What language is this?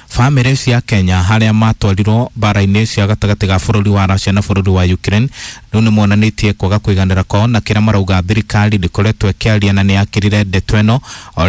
Kikuyu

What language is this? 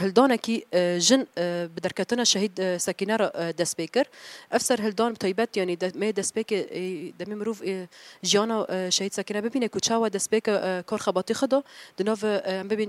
Kurdish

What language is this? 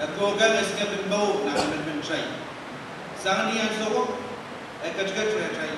Pohnpeian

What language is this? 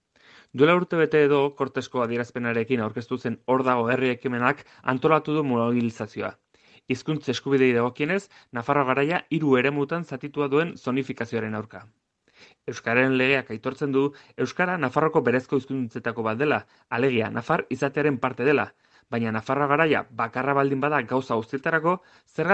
Basque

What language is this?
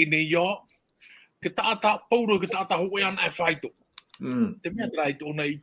Tahitian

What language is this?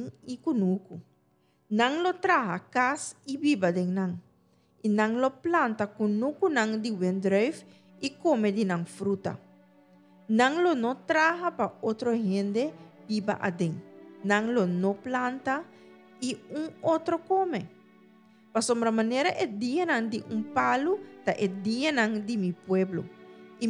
Papiamento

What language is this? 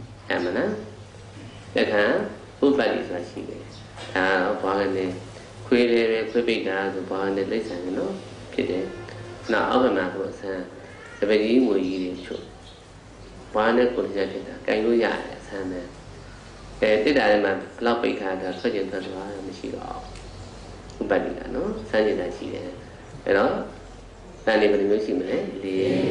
Burmese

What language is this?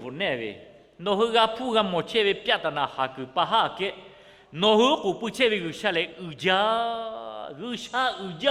Lahu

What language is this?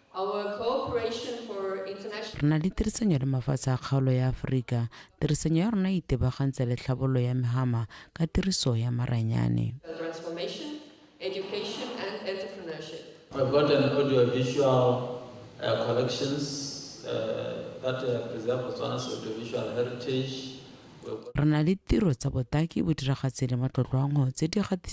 Tswana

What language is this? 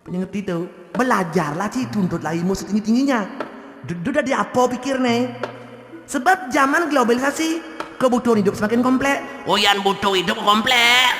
Balinese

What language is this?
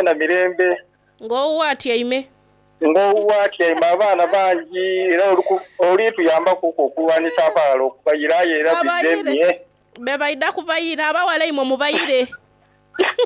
Soga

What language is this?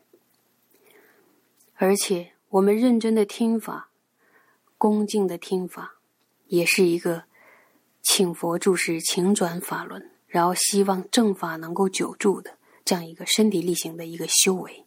Chinese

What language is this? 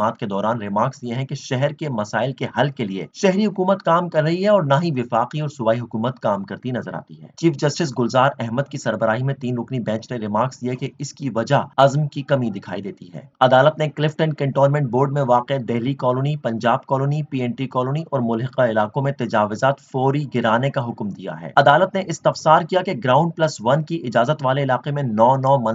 Urdu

